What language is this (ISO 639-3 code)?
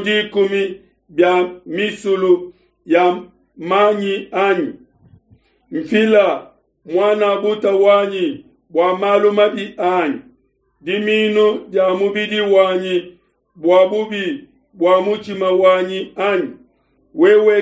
lua